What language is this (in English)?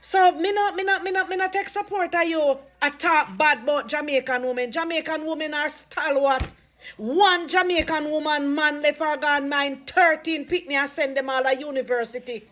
Jamaican Creole English